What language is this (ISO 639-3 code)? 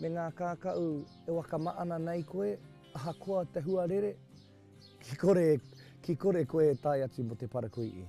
mri